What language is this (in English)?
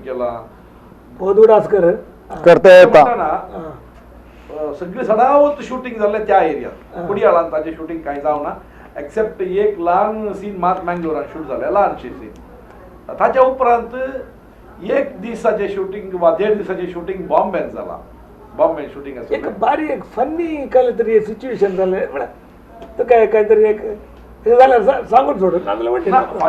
Konkani